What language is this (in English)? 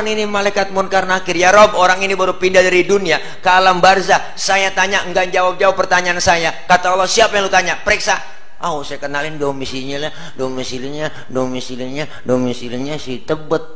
Betawi